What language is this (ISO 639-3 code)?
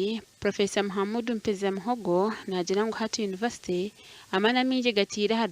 nyn